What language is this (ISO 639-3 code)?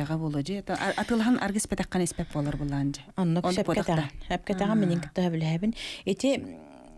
sah